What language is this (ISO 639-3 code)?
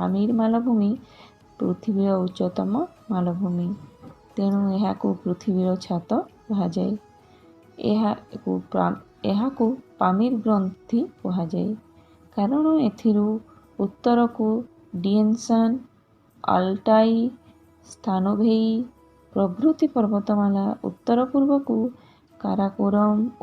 ori